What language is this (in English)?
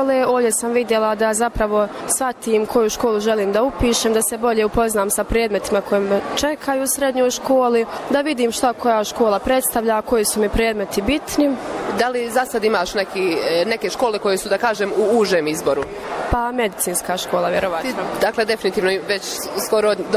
Bosnian